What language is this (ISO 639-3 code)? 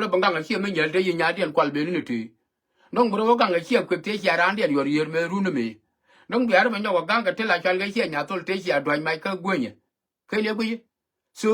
nus